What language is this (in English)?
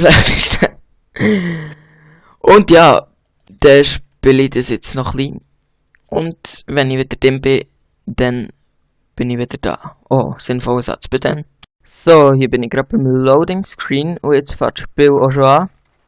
Swiss German